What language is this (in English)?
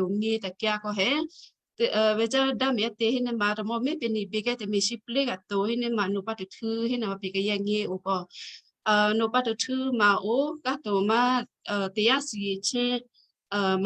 Western Kayah